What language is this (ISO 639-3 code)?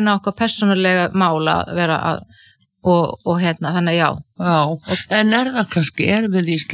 isl